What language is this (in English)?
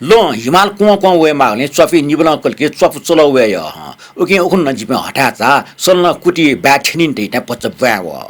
Newari